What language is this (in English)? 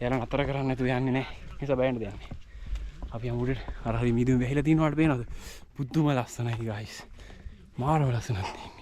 Sinhala